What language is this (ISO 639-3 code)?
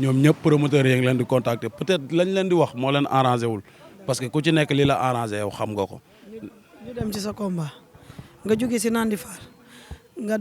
wol